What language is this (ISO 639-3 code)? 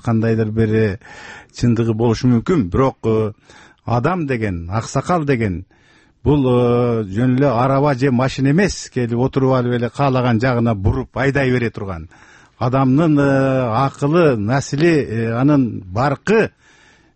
kir